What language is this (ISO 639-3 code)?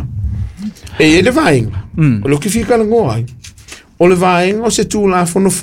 smo